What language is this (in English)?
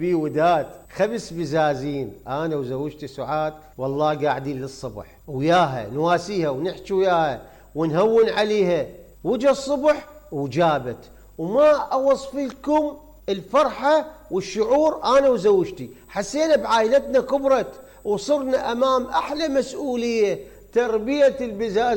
Mesopotamian Arabic